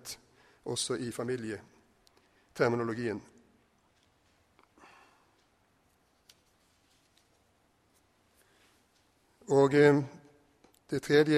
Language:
Norwegian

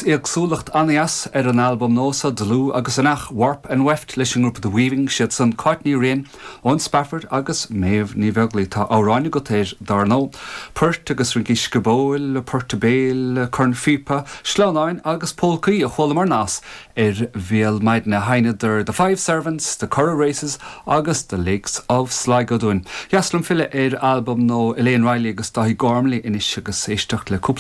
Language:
Irish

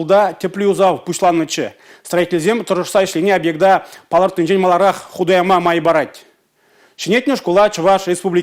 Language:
Chuvash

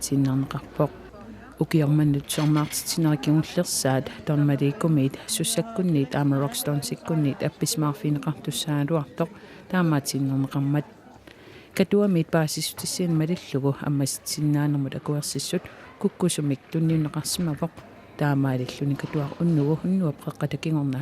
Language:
Kalaallisut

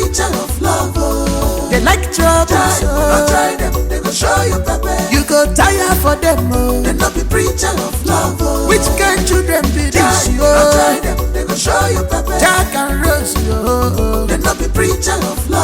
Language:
Nigerian Pidgin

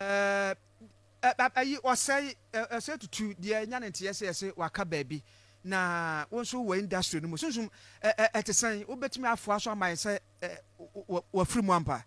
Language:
Akan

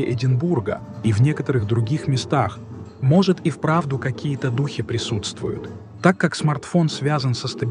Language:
Russian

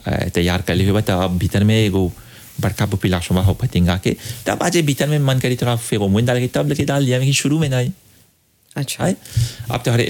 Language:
Bhojpuri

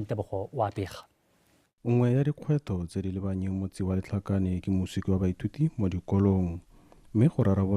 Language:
Tswana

